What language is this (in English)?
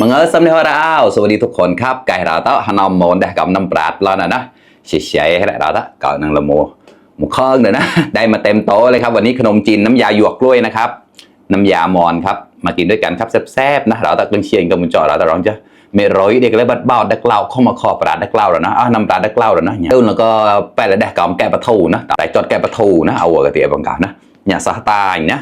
Mon